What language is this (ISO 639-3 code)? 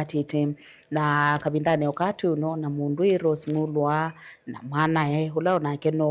kam